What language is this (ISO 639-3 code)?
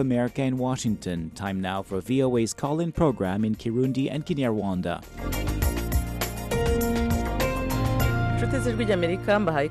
kin